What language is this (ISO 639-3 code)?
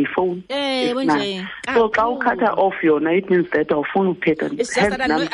xho